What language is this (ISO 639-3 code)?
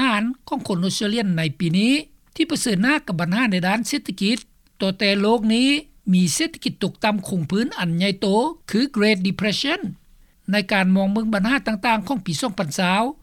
lao